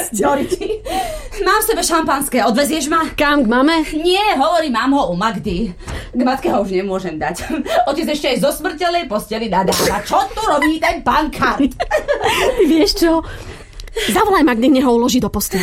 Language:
Slovak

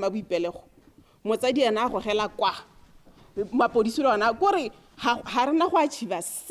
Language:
Tswana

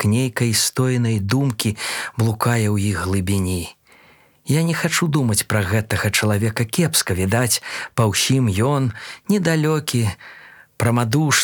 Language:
Belarusian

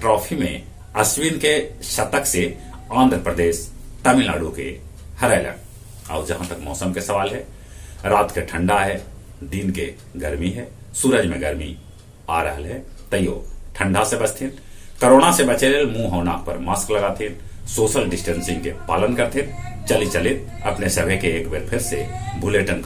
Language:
Magahi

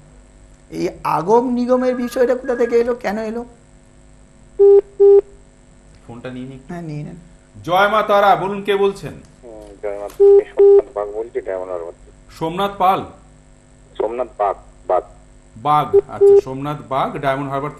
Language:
Bangla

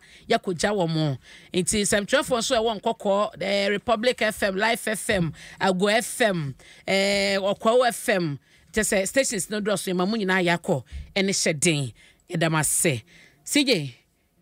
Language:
Akan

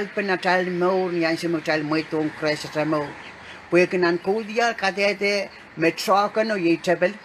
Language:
Pohnpeian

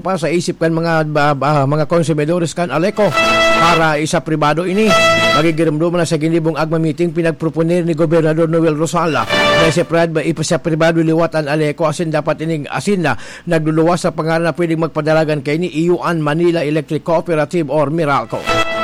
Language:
Bikol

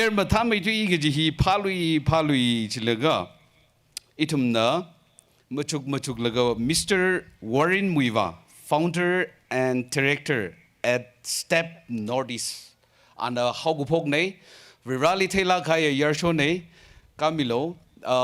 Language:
Tangkhul Naga (India)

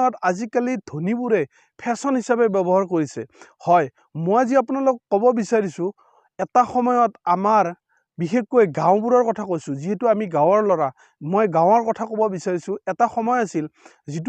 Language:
Assamese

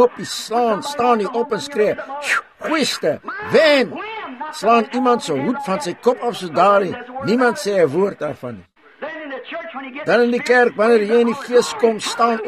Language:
Afrikaans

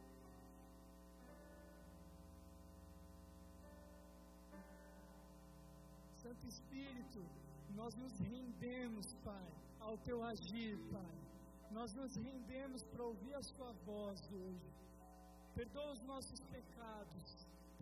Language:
Portuguese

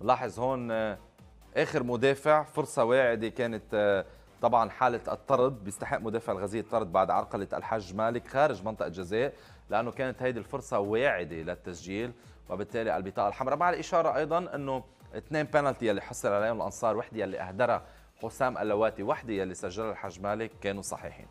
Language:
North Levantine Arabic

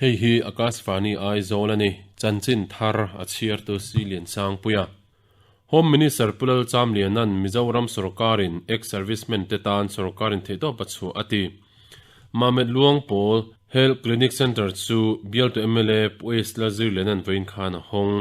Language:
Mizo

